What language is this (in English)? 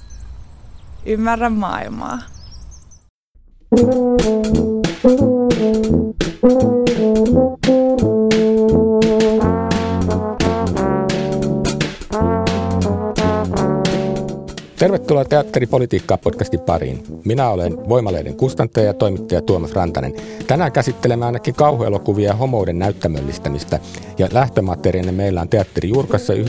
Finnish